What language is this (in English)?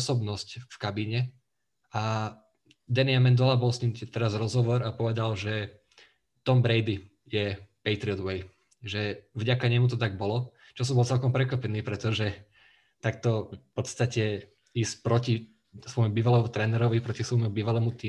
Slovak